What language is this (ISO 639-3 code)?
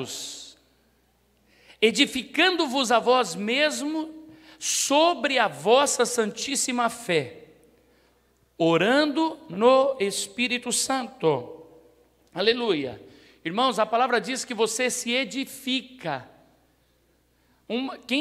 por